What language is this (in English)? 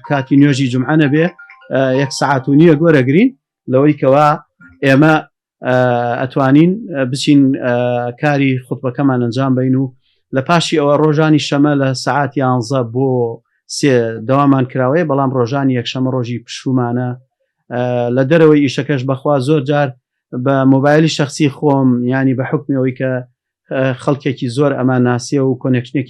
Central Kurdish